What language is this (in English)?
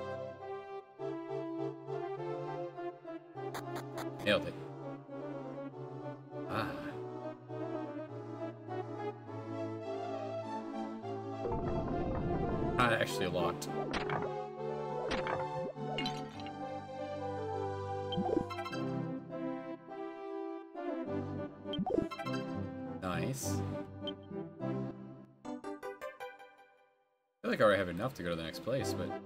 English